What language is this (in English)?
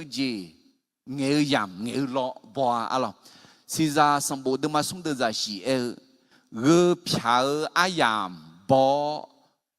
Akha